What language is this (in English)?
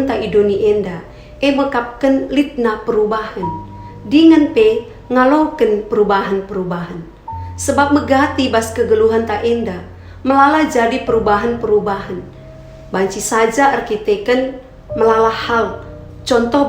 Batak Karo